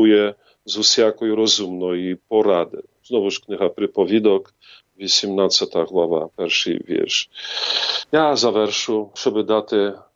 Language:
Ukrainian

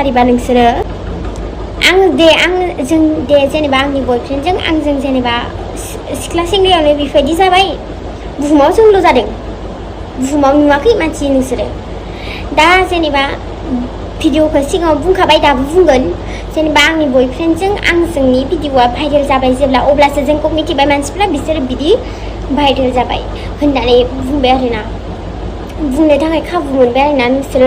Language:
Bodo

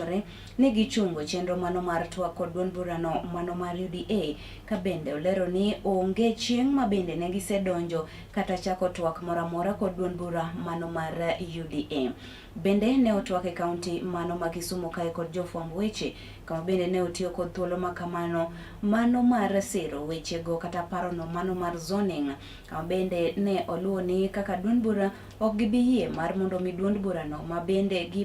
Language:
Luo (Kenya and Tanzania)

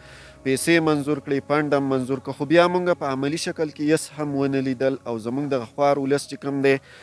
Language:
Pashto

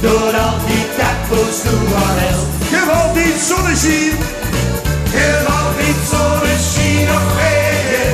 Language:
Limburgish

